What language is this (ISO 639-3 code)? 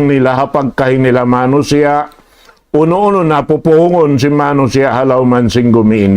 tsg